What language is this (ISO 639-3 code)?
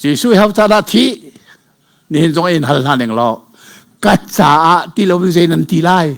cnh